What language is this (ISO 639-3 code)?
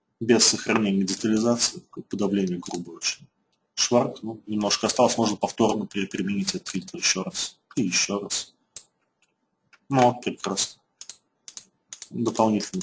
rus